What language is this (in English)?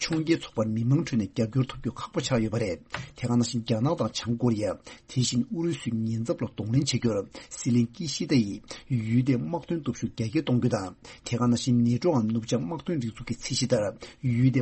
Tibetan